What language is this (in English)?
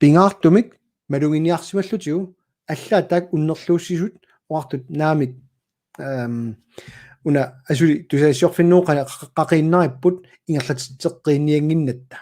Kalaallisut